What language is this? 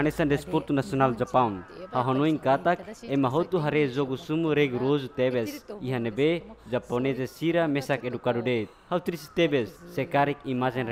Tetum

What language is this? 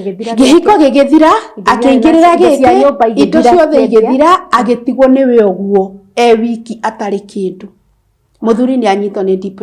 Kikuyu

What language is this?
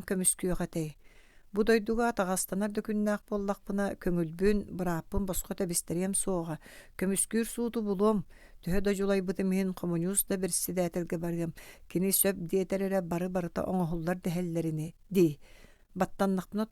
Yakut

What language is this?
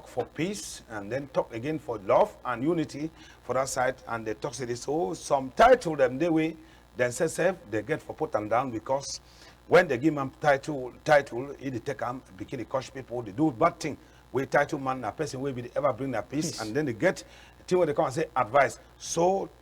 Cameroon Pidgin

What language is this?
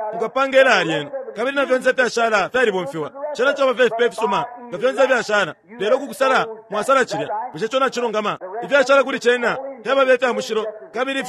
Bemba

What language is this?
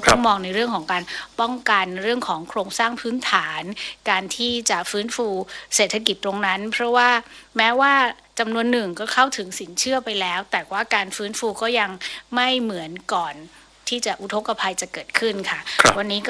Thai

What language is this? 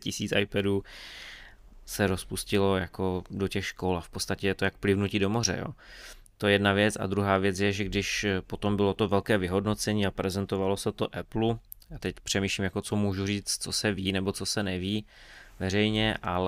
Czech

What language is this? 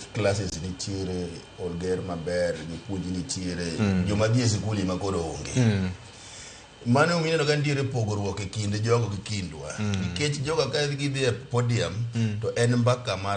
Luo (Kenya and Tanzania)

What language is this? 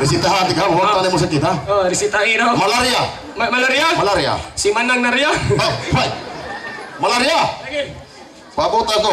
Cebuano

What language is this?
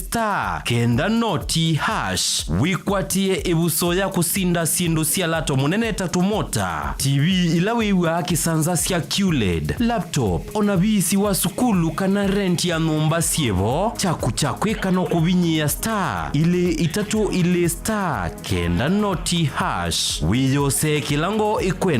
Kamba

